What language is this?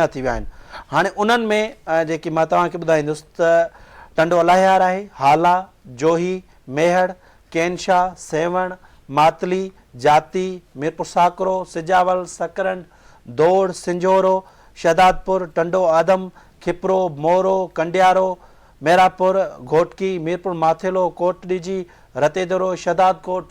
Sindhi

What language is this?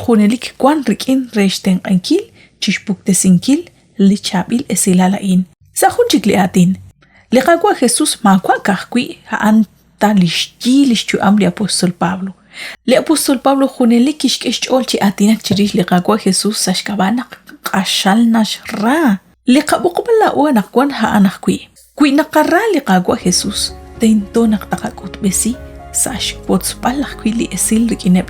Kekchí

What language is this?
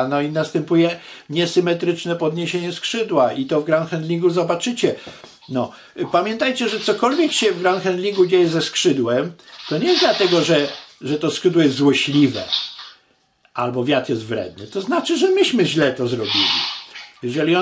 Polish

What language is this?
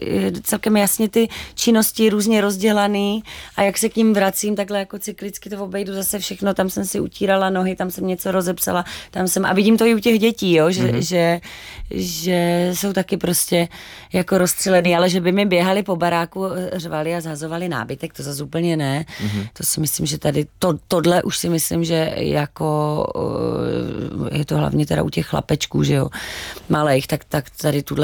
Czech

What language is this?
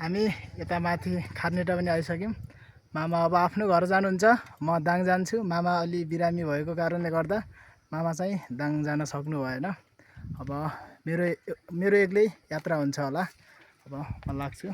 Nepali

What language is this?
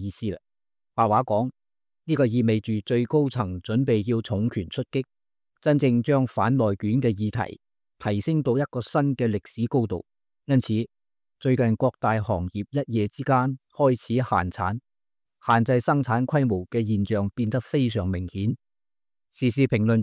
Cantonese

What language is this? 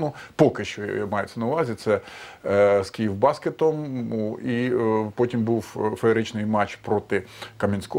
Ukrainian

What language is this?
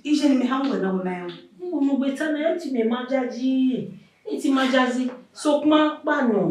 Bini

